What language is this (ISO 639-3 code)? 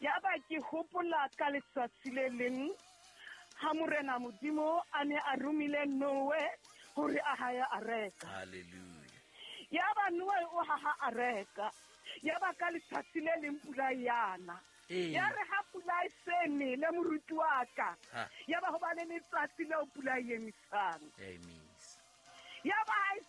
sot